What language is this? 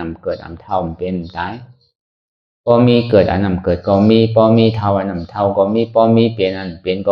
Shan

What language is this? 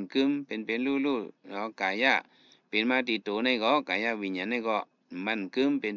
Shan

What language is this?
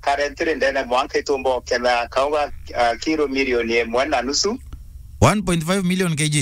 Meru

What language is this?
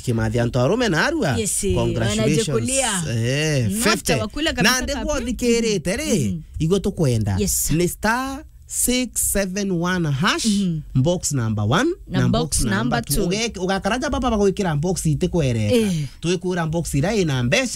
Meru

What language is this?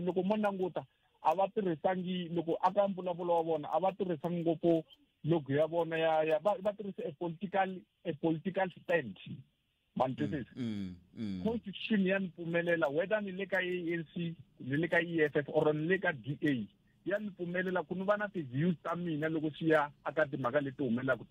Tsonga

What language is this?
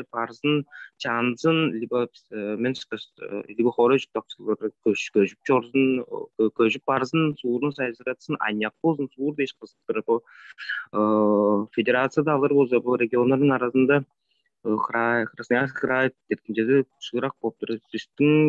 Tuvinian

